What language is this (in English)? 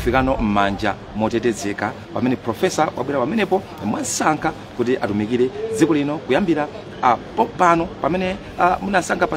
Nyanja